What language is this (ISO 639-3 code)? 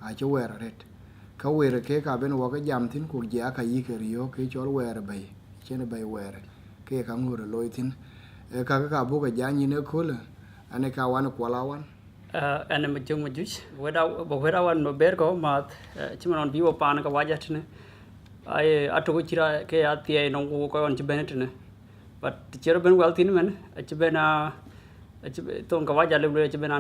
din